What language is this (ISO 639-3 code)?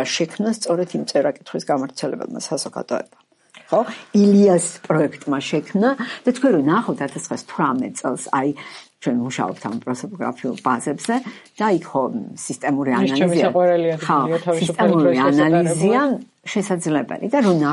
kat